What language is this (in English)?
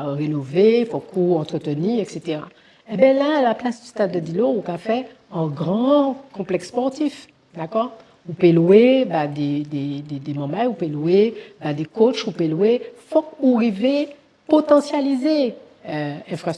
Guadeloupean Creole French